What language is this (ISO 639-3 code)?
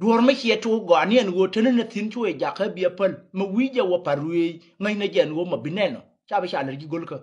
nus